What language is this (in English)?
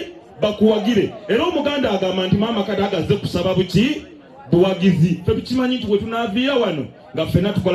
Ganda